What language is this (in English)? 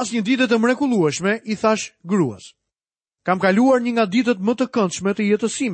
Albanian